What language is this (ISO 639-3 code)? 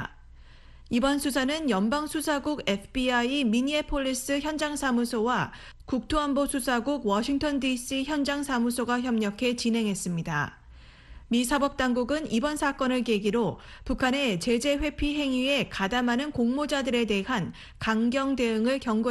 kor